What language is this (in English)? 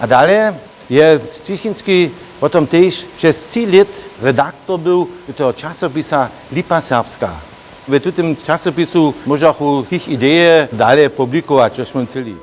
Upper Sorbian